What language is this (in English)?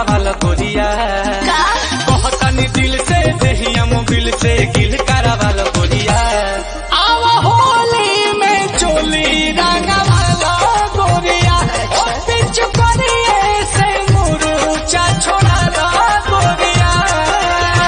Bhojpuri